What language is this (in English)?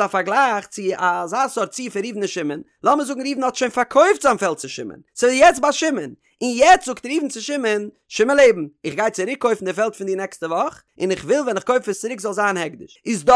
Yiddish